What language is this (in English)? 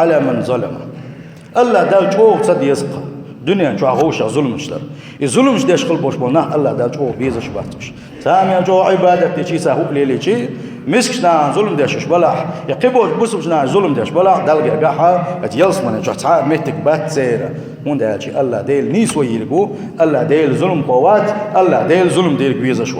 Chechen